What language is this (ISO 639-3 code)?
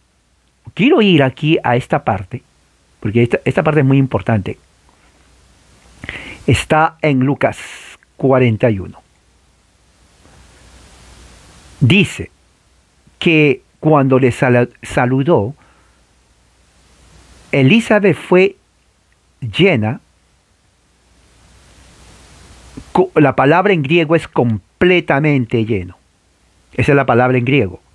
spa